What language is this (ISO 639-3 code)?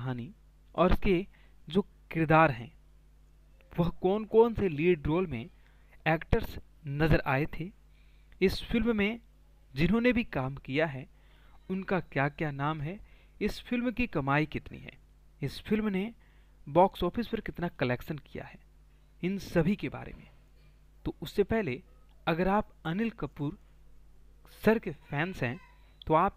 hin